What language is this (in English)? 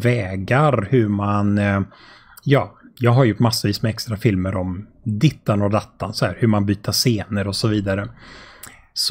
Swedish